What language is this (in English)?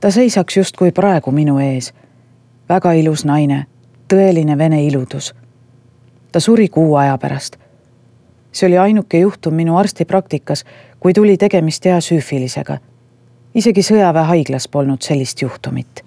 Estonian